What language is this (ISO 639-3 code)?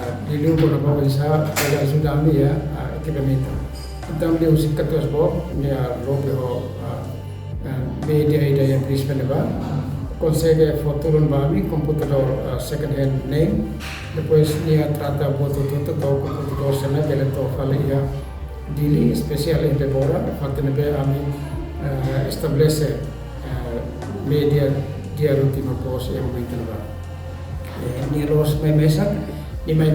tet